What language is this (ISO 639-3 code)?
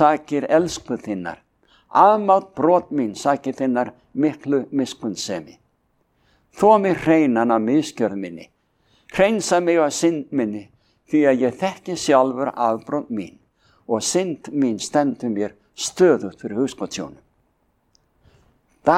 isl